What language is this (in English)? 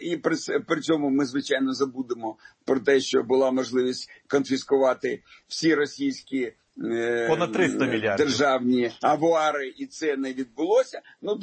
Ukrainian